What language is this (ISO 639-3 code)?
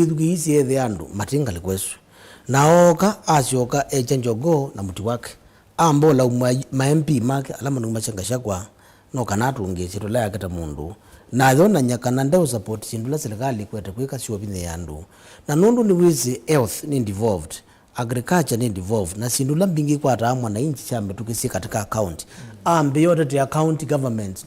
kam